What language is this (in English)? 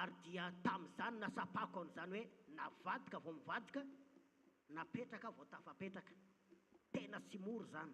Malagasy